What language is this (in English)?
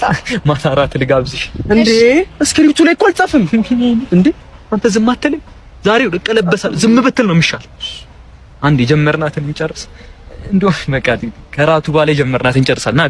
Amharic